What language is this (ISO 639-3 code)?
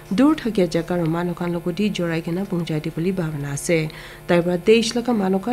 nag